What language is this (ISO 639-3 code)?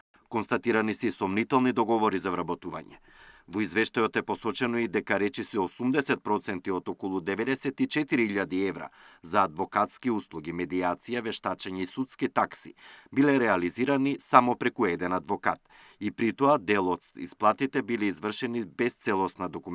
mkd